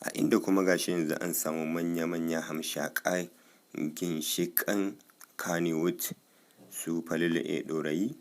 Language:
Hausa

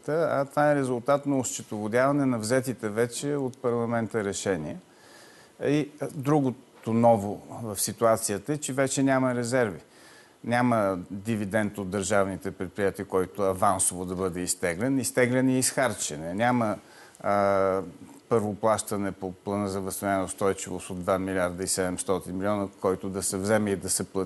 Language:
Bulgarian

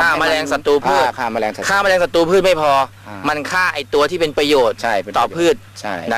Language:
Thai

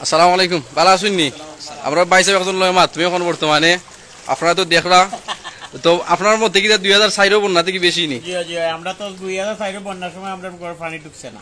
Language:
Sylheti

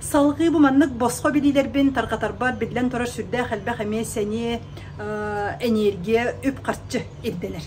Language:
Yakut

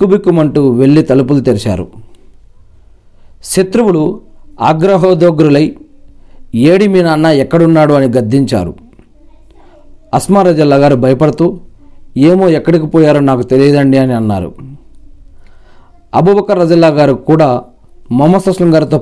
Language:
Telugu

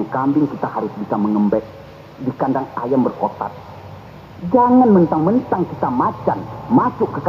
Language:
Minangkabau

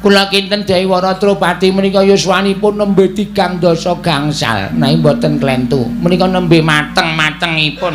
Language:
Javanese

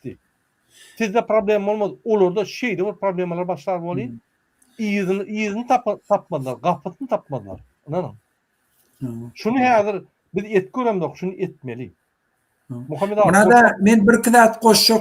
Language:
Turkmen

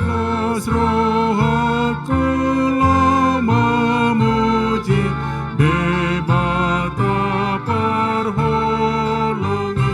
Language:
Batak Toba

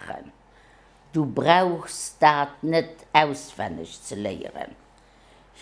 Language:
Luxembourgish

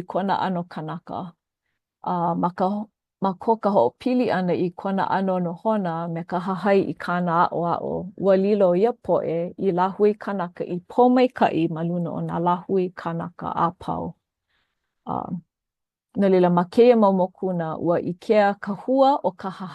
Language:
Hawaiian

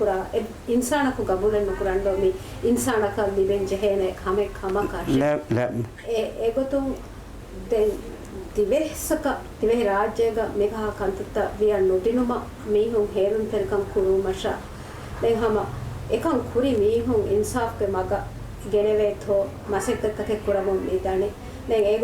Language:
Divehi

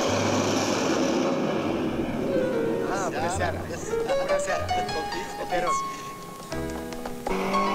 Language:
Romanian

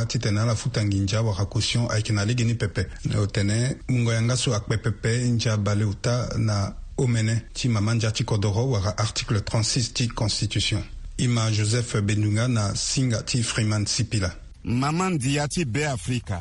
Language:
Sango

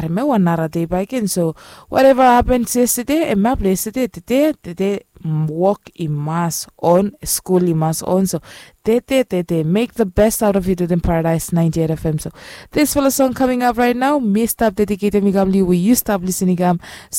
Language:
Bislama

